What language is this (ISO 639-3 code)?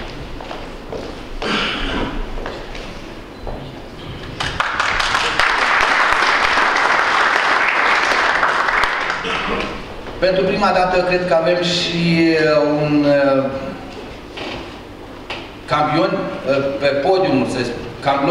ron